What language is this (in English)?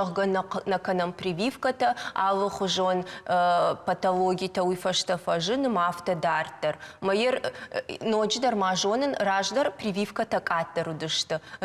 Ossetic